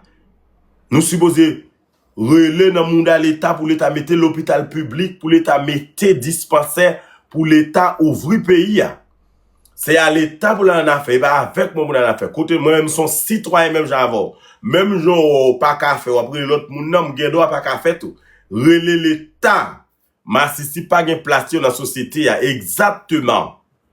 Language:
Haitian Creole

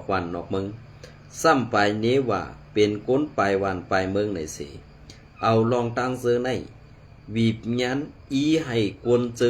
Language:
Shan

